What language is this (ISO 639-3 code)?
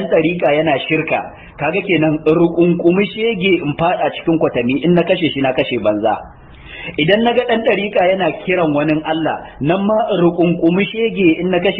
hau